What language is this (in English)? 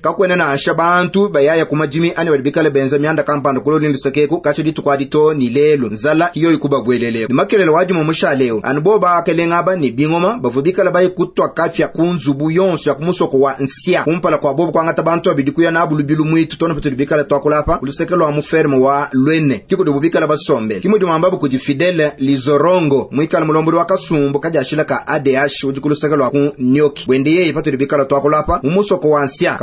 Luba-Lulua